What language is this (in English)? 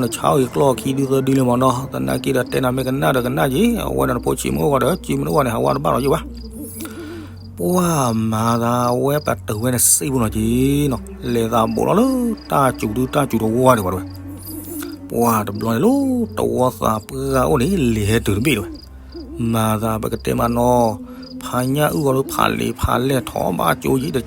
S'gaw Karen